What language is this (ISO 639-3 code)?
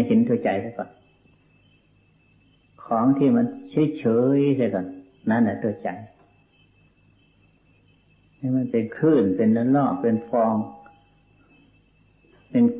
tha